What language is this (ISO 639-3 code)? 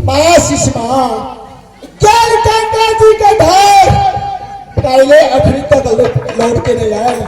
mai